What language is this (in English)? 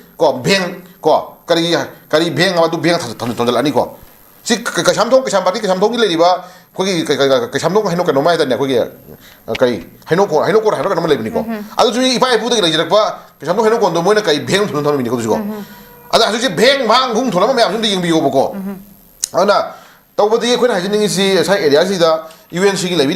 Manipuri